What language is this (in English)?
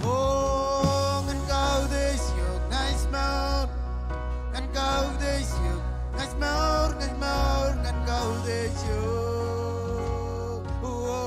Marshallese